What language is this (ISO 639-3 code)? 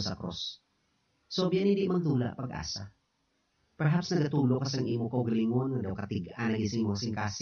hil